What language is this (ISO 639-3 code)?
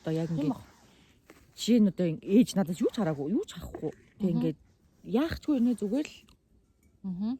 mon